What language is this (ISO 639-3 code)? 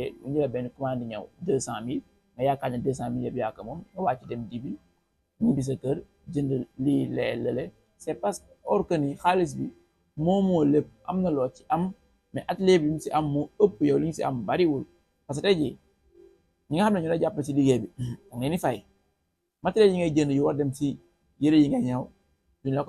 wol